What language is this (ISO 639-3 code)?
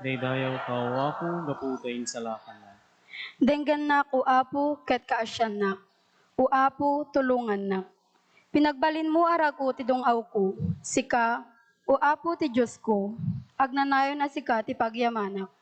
ilo